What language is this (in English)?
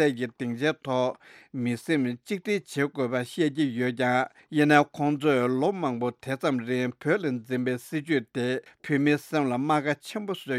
Tibetan